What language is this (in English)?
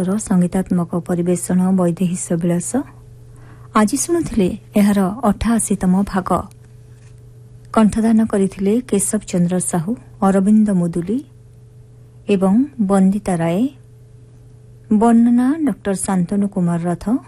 Odia